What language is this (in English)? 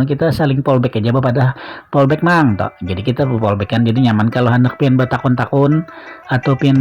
Banjar